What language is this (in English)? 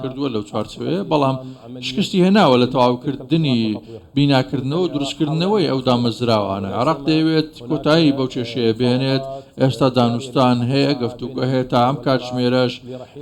Central Kurdish